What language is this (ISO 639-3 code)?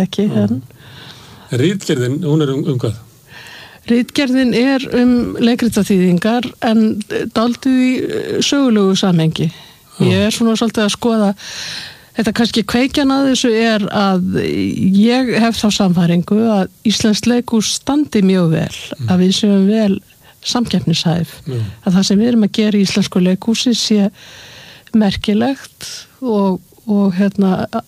isl